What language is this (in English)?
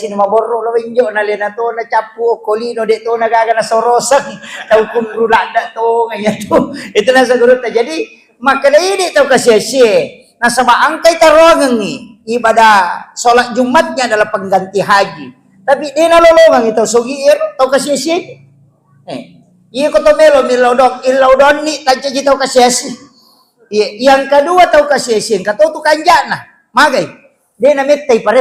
Buginese